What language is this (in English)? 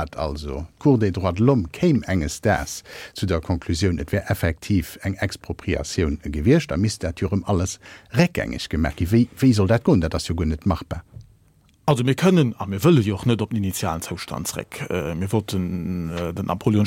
Luxembourgish